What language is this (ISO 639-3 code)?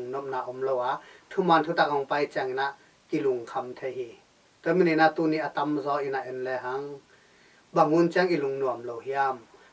ctd